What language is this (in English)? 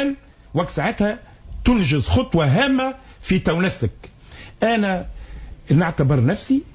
Tunisian Arabic